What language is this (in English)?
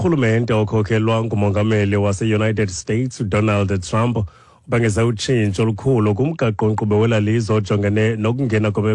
Xhosa